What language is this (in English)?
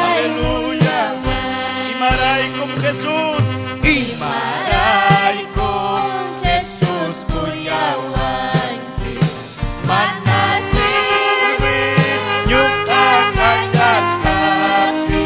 Ayacucho Quechua